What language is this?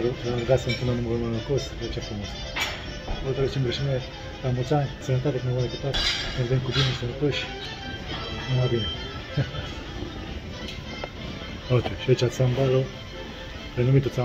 Romanian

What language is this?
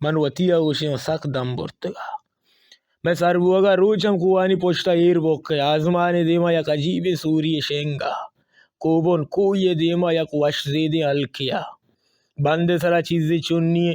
Baluchi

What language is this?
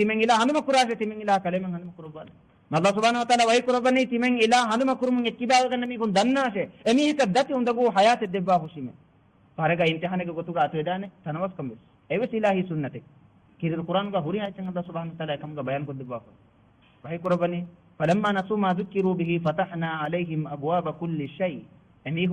Divehi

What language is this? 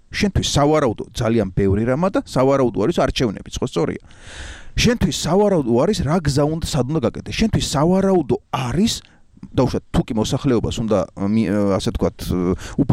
Georgian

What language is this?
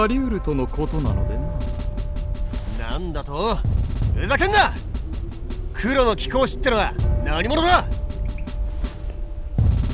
Japanese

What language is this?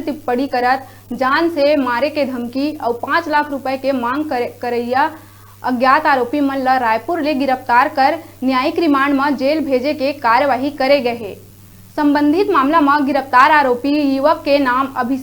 Chhattisgarhi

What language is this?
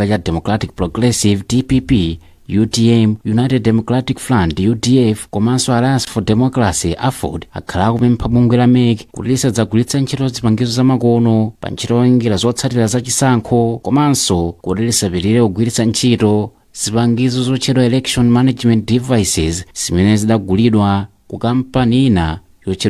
Nyanja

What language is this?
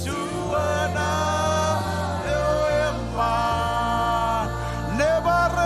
Marshallese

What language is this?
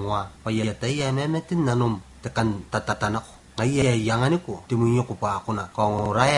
Gilbertese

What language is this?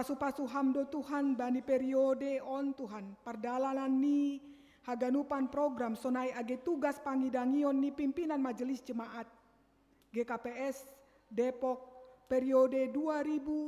Batak Simalungun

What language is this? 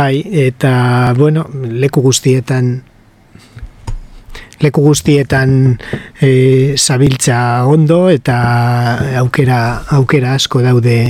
Basque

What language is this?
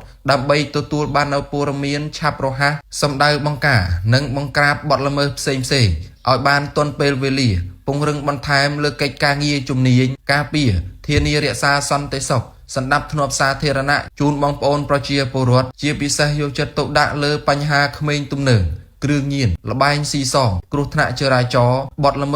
Khmer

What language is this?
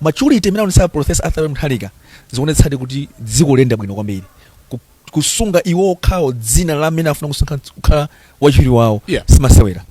Nyanja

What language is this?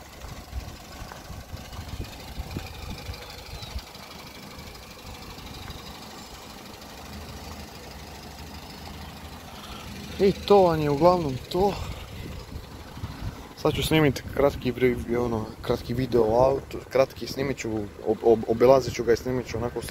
Croatian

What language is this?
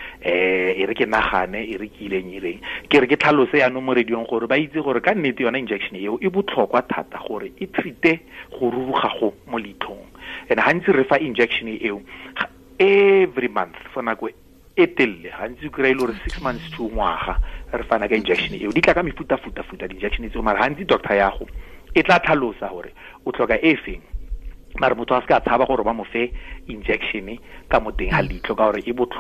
Tswana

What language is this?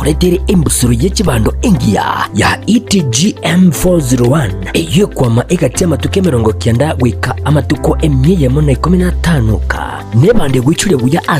Gusii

